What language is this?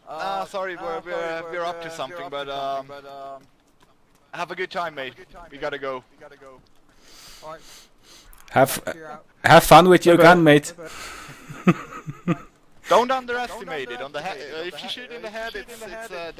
Swiss German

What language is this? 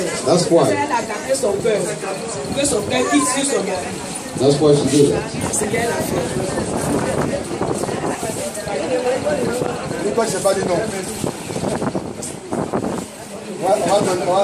French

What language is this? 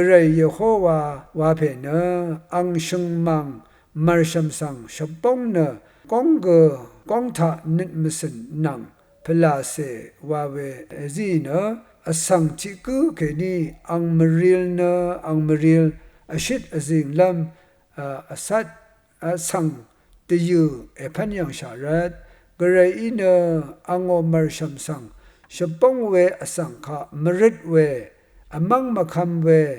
Rawang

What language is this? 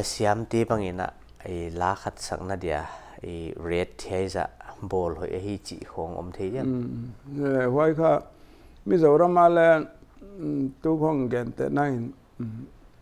Paite Chin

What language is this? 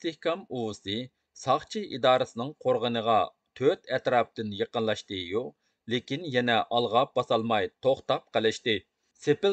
Uyghur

